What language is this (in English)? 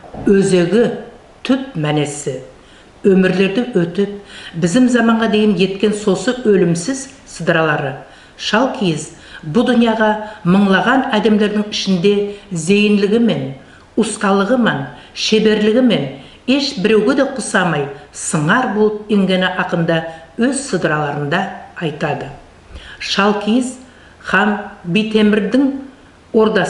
Nogai